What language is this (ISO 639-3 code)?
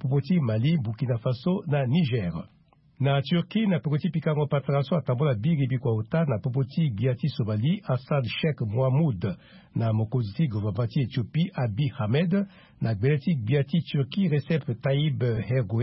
sag